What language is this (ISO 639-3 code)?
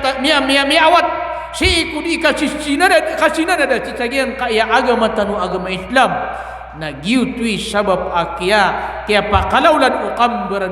mrw